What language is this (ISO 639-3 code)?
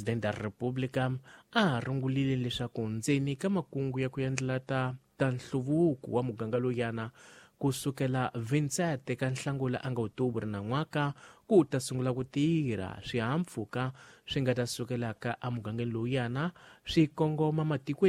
tso